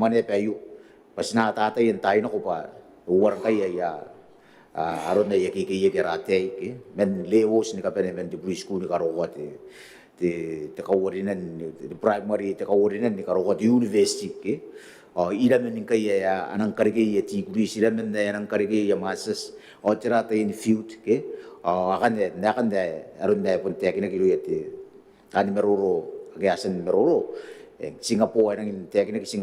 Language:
Gilbertese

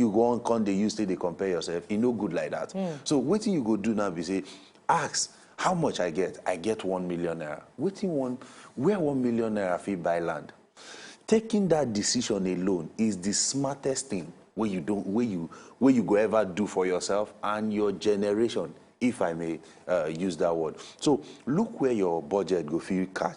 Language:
Nigerian Pidgin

